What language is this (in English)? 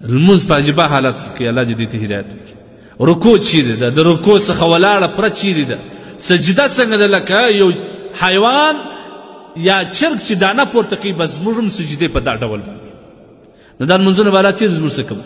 Pashto